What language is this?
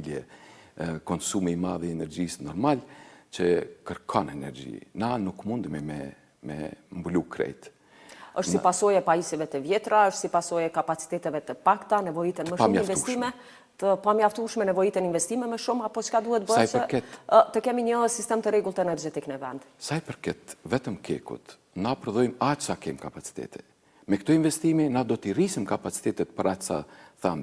Albanian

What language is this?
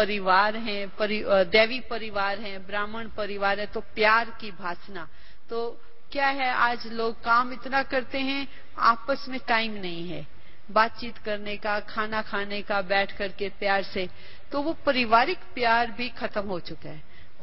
Hindi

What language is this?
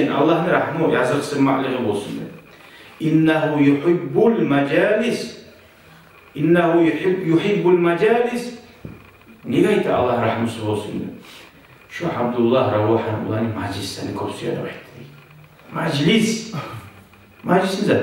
Kumyk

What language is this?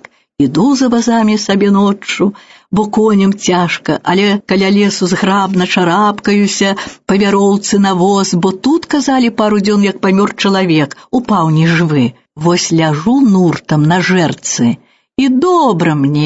Belarusian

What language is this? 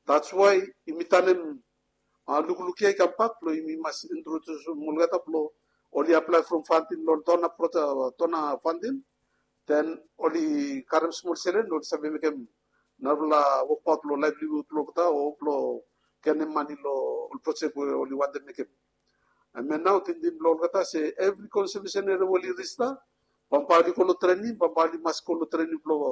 Bislama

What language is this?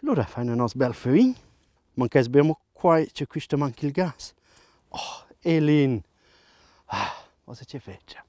Romansh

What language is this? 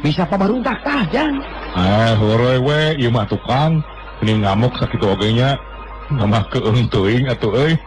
Sundanese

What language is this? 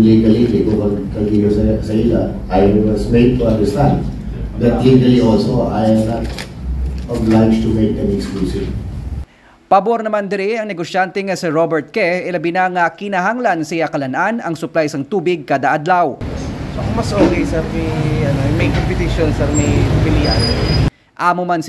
Hiligaynon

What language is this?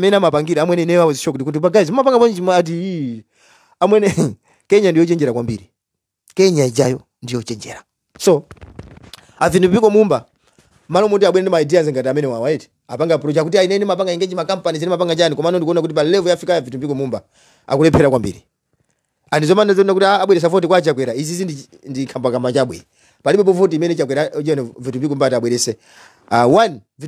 Nyanja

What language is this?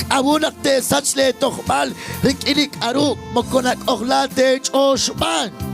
Kekchí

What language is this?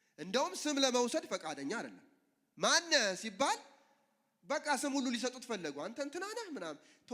Amharic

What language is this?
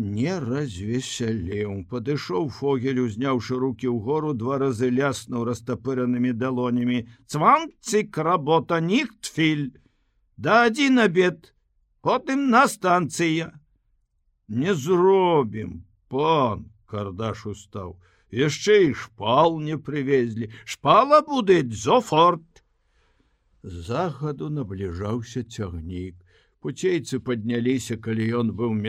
Belarusian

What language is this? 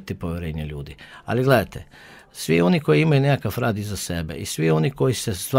Croatian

